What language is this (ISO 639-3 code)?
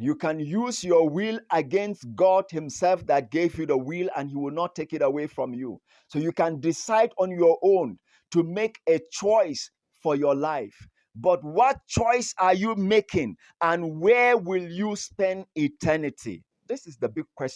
bom